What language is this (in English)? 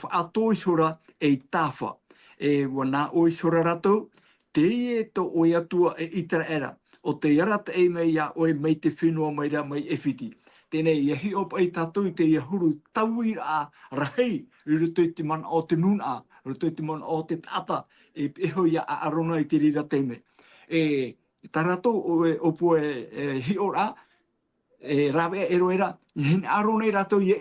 Tahitian